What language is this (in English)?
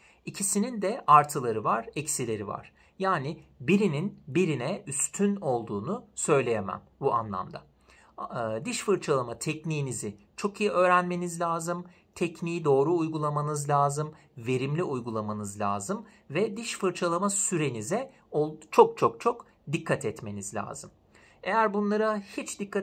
Turkish